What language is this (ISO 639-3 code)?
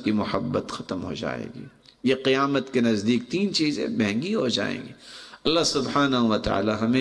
urd